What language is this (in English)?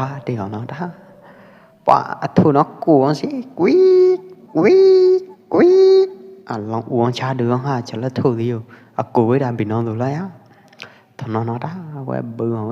Pwo Eastern Karen